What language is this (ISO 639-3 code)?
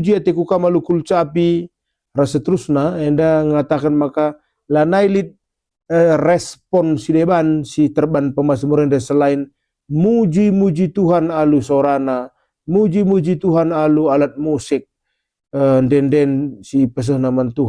btx